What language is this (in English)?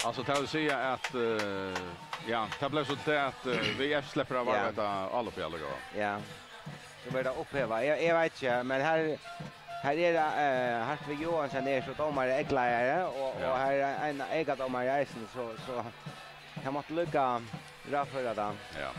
Faroese